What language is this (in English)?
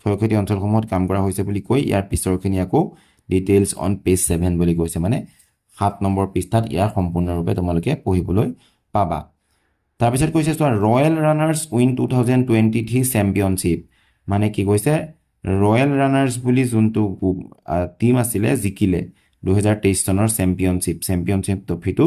Assamese